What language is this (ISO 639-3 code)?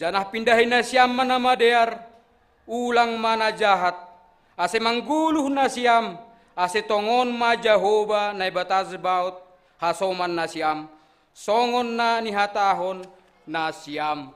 bts